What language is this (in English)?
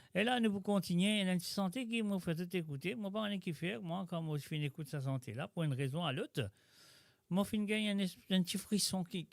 Morisyen